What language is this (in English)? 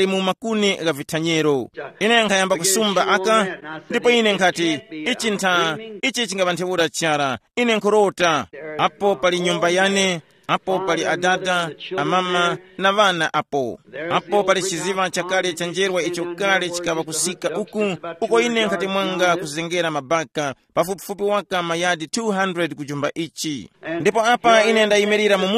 Tumbuka